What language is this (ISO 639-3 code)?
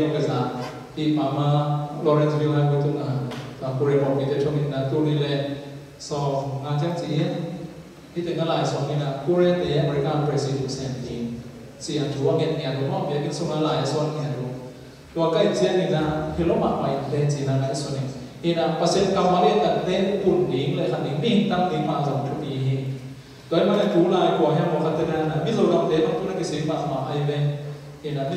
ctd